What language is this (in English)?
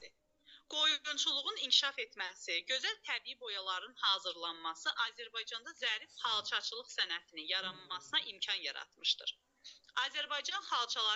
Azerbaijani